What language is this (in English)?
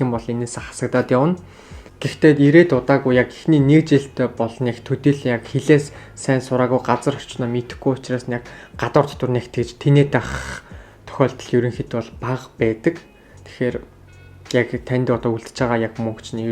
Mongolian